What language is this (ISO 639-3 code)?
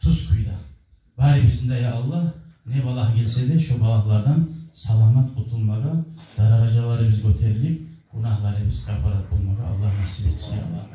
kum